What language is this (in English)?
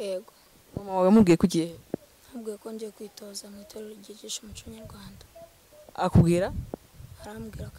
Kinyarwanda